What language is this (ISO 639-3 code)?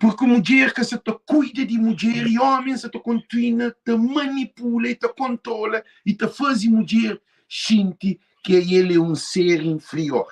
kea